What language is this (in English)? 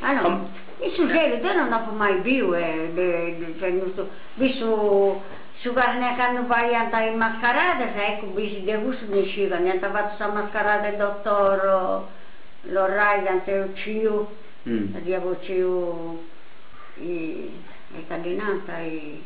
Sardinian